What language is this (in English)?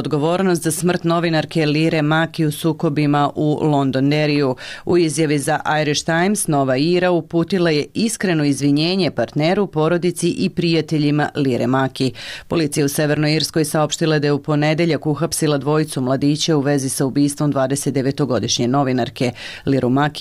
Serbian